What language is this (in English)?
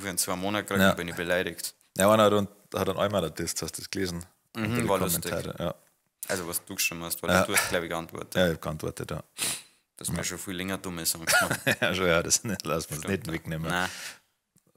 Bavarian